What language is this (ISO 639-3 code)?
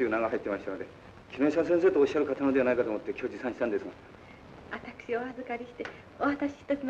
jpn